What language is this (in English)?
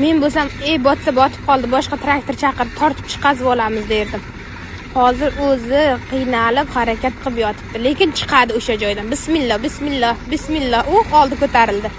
Uzbek